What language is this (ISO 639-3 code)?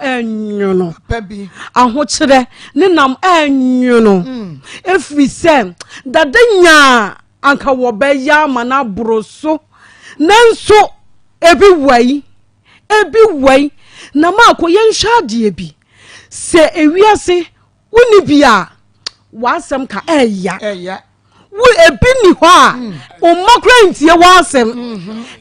aka